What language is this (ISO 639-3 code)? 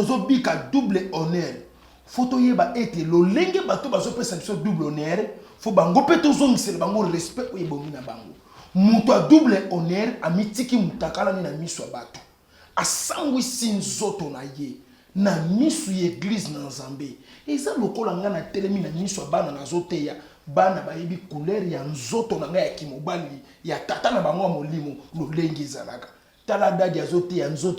lin